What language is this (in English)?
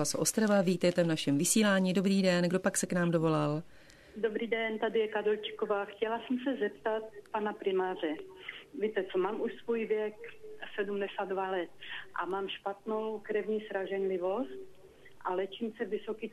Czech